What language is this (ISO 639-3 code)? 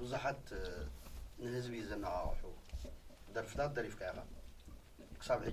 tir